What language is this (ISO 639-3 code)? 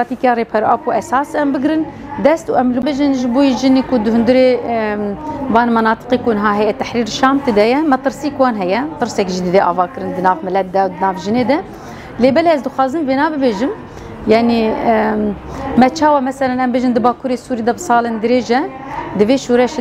kur